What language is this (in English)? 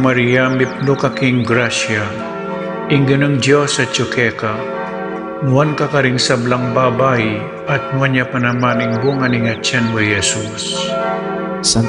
Pampanga